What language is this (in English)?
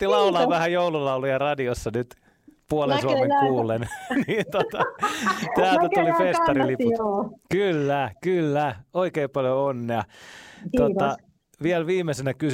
Finnish